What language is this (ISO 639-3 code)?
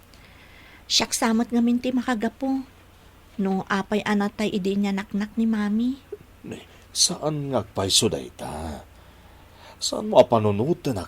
ilo